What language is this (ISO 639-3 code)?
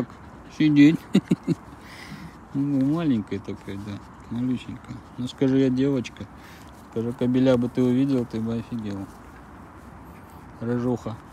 rus